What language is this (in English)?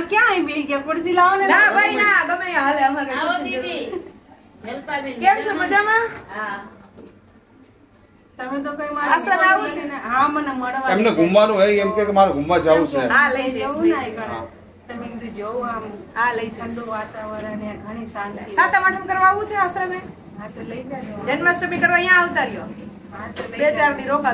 Gujarati